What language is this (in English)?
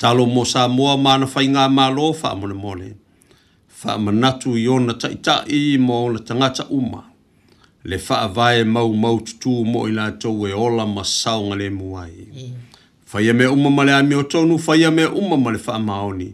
Samoan